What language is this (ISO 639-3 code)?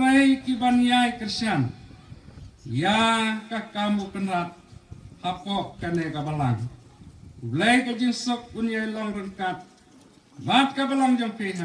kha